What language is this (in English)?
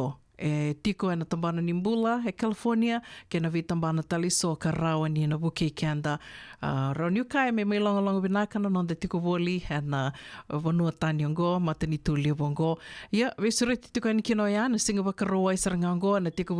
Fijian